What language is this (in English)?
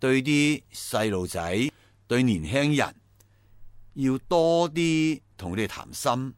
Cantonese